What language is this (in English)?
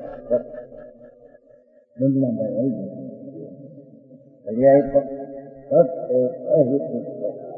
Gujarati